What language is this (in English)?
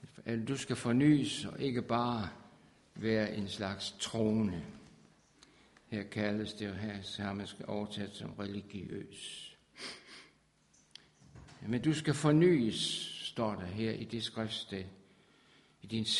Danish